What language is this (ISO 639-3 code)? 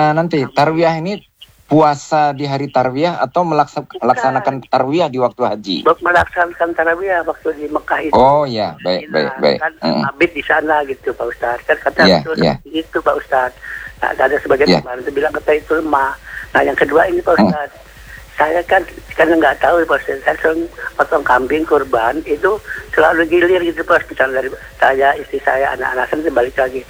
ind